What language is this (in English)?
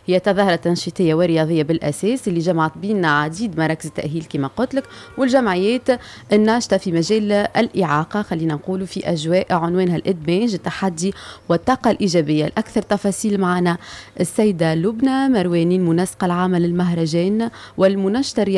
Tunisian Arabic